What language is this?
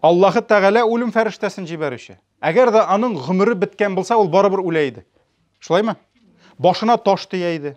Tatar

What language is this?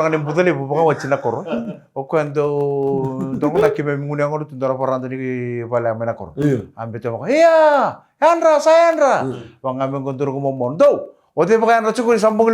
Fijian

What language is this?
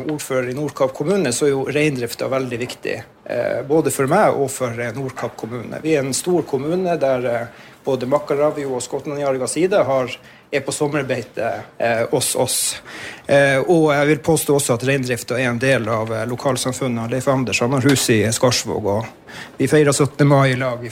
Norwegian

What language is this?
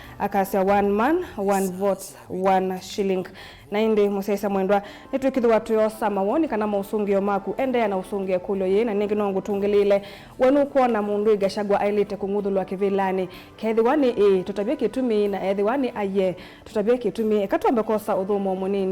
Kamba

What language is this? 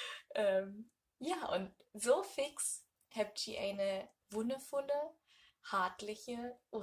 Low German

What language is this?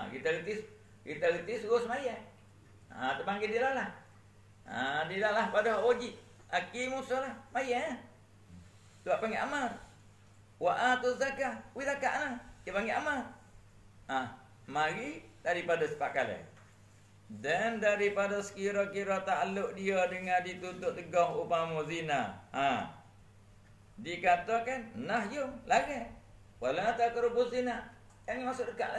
Malay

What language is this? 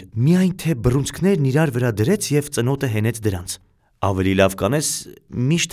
Armenian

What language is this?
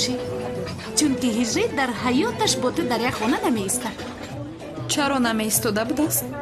Tajik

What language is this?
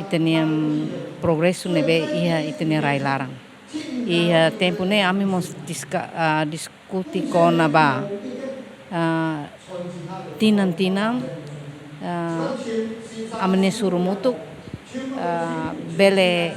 Tetum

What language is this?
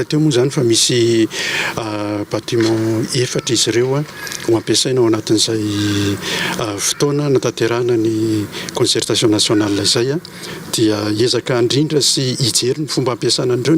Malagasy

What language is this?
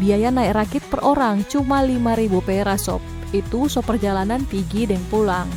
Manado Malay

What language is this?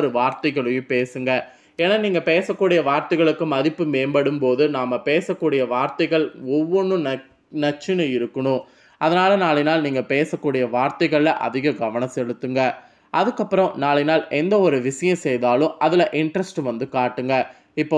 Tamil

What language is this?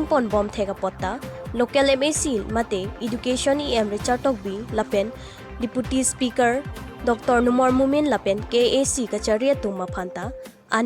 Karbi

